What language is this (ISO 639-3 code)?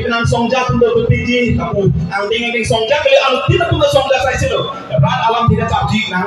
mjw